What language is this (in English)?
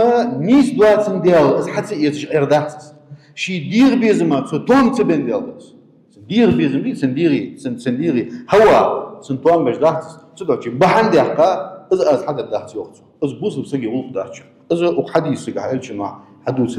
Ingush